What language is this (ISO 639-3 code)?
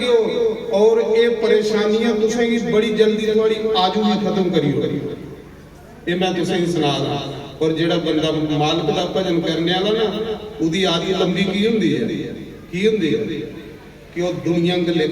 doi